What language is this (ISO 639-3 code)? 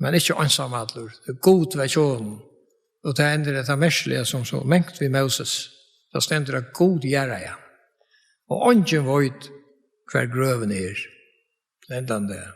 fao